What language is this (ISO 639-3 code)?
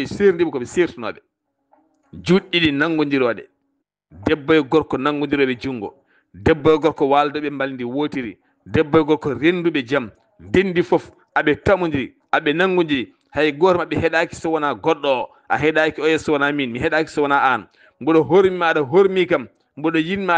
ful